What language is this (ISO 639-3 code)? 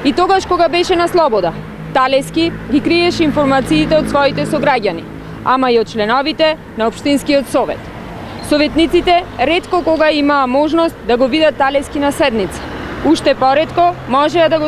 mkd